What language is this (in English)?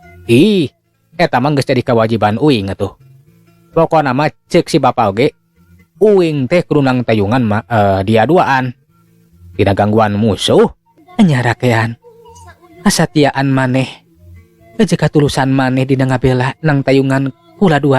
Sundanese